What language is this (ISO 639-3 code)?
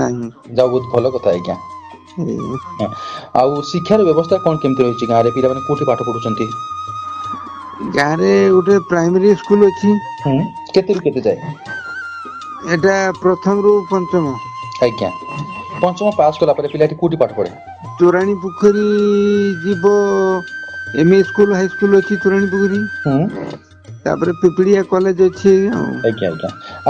ori